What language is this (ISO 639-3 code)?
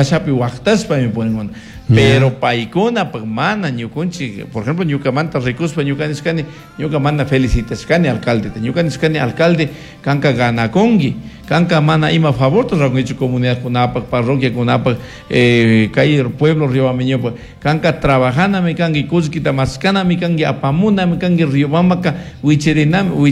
qug